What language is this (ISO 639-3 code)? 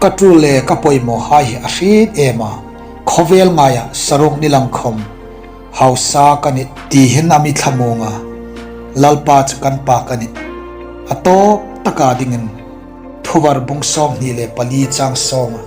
hmr